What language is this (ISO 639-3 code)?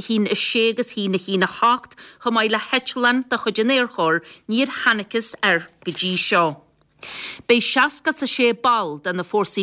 gle